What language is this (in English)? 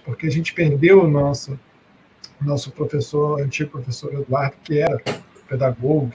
Portuguese